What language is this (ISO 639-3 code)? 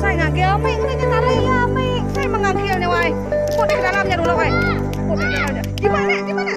iba